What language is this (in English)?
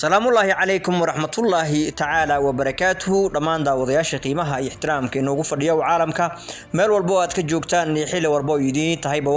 Somali